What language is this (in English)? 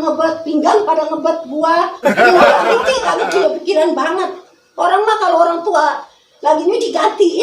Betawi